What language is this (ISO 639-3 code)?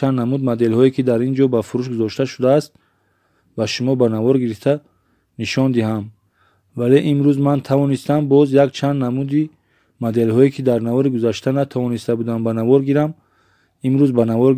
tgk